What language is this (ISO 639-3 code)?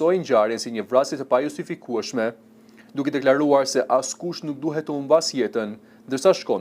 sqi